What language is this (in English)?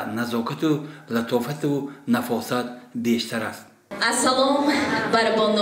Tajik